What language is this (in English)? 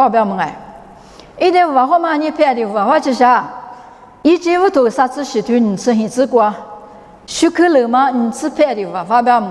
Lisu